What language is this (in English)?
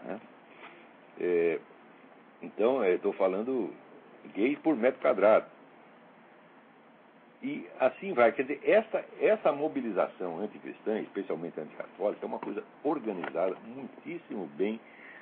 Portuguese